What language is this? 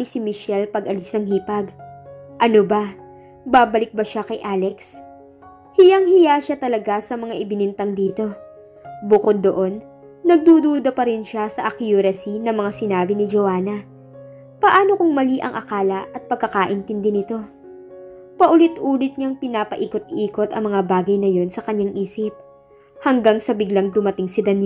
Filipino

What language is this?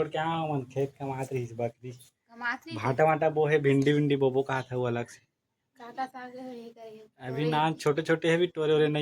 Chhattisgarhi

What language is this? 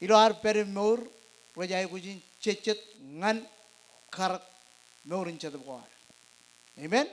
Marshallese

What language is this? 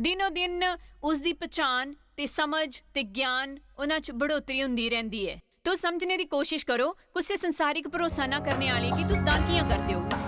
Dogri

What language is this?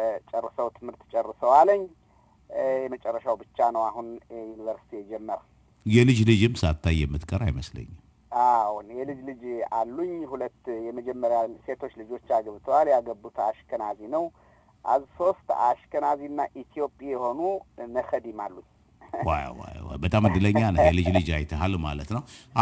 Amharic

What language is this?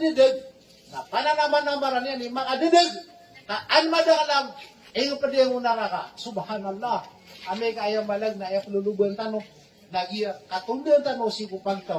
Maranao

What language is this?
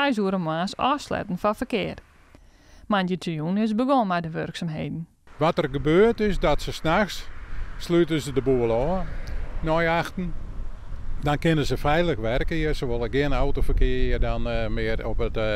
Western Frisian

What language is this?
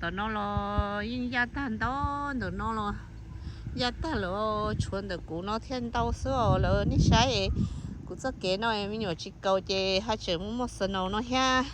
Hmong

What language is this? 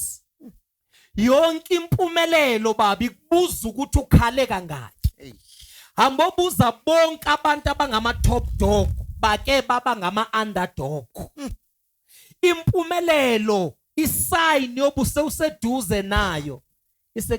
Zulu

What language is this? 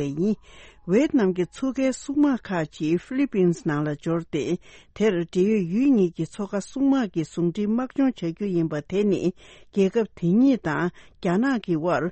Tibetan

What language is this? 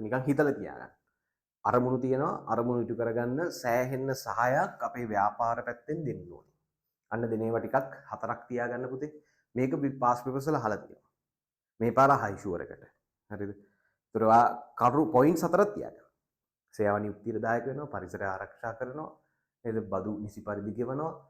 Sinhala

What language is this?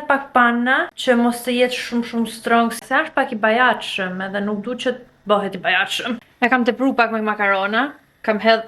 Albanian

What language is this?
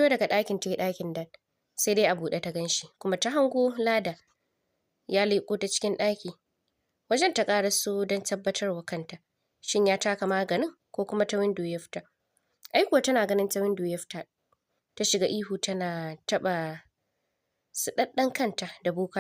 Hausa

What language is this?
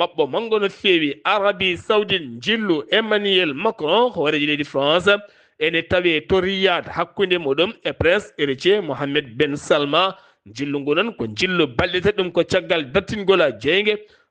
Fula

